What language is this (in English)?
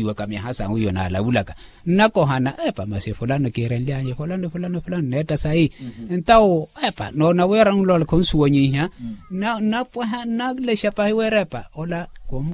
Makhuwa